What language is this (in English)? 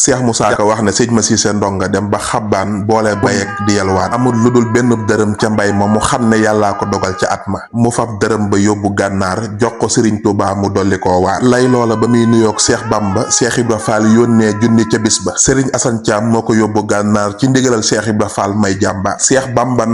Wolof